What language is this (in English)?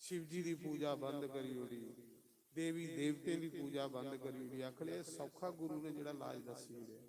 Dogri